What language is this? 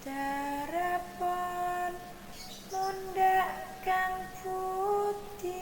Javanese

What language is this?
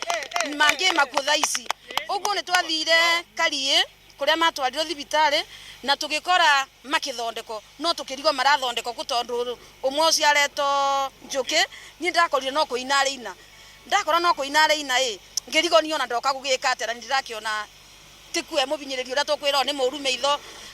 Kikuyu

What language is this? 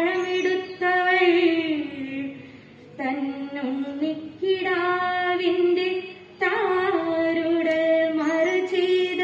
Malayalam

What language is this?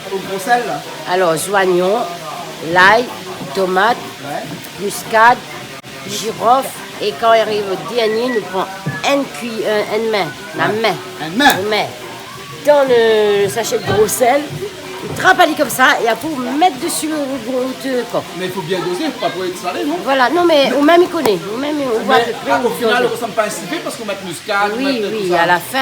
Réunion Creole French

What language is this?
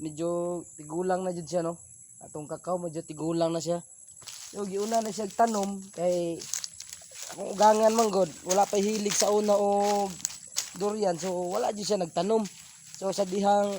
Cebuano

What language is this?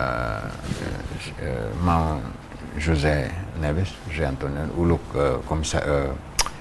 Tetum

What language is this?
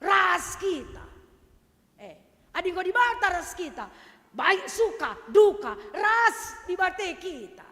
Batak Karo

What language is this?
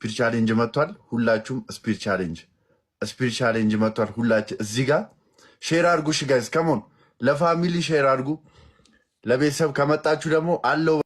Amharic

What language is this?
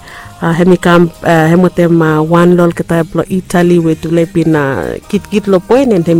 Bislama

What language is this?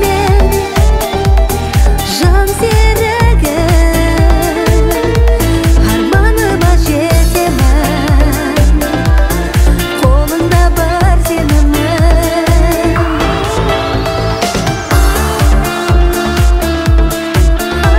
Kazakh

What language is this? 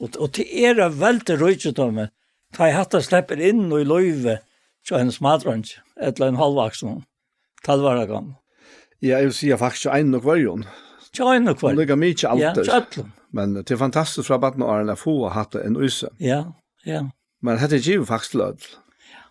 Faroese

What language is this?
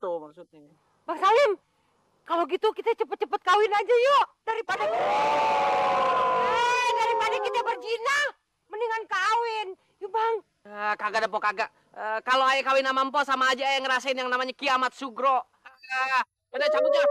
Betawi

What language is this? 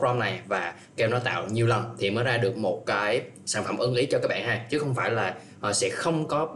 Vietnamese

